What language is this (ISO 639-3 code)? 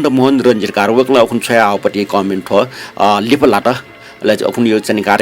new